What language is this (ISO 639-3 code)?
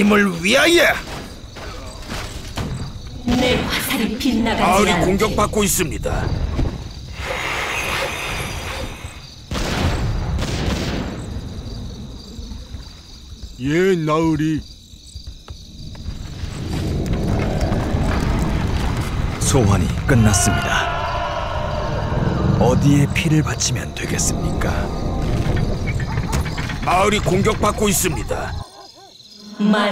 kor